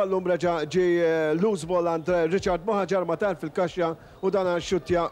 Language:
Maltese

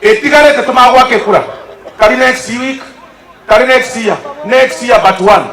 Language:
Gusii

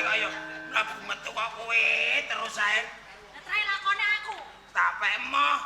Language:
Javanese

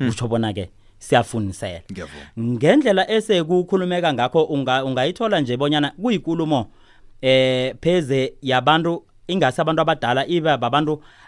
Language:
South Ndebele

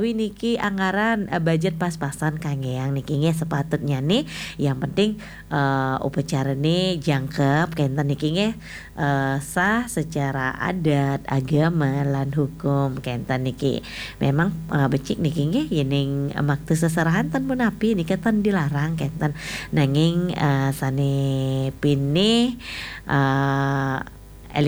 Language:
Balinese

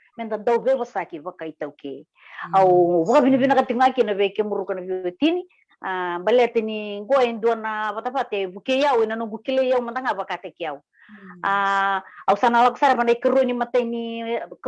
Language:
Fijian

